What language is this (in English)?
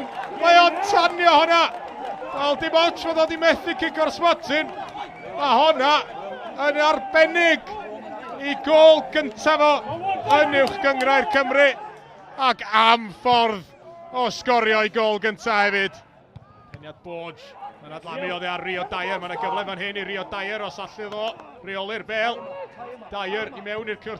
Welsh